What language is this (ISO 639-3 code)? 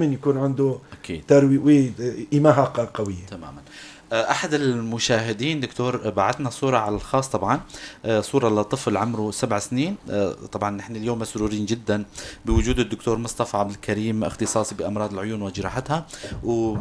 apc